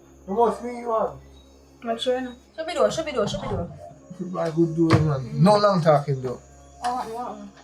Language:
Jamaican Creole English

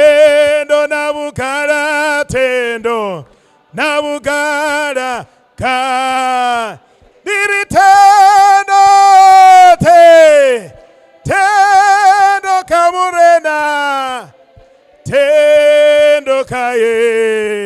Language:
Venda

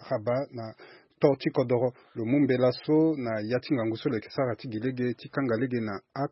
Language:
Sango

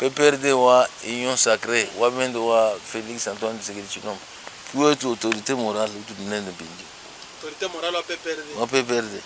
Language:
Luba-Lulua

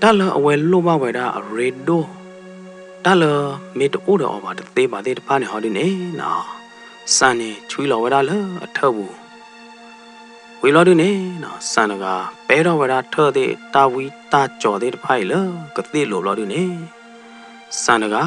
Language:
S'gaw Karen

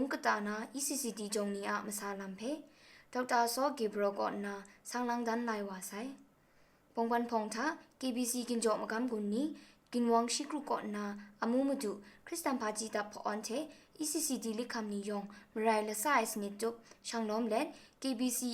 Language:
Kachin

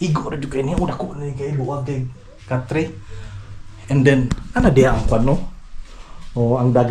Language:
Cebuano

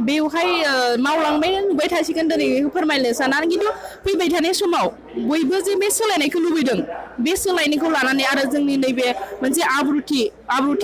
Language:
Bodo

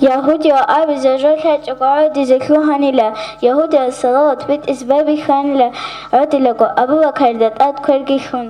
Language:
Avaric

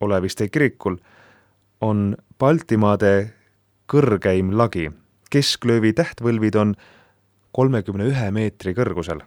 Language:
Estonian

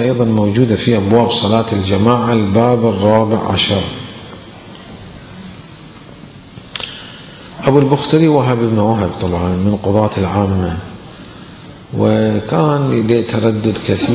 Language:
Arabic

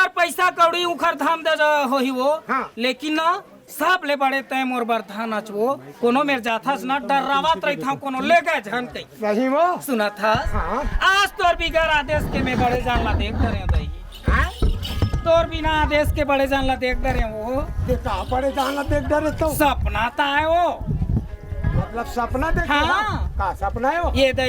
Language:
Chhattisgarhi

